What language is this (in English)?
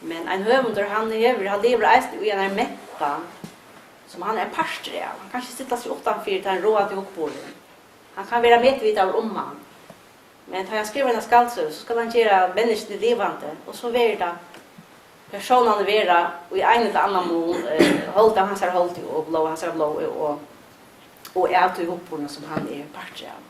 Faroese